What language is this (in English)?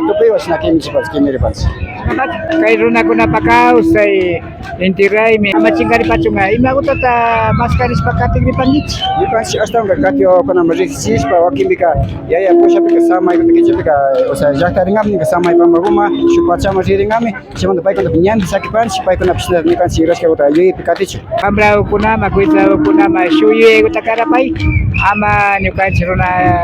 Imbabura Highland Quichua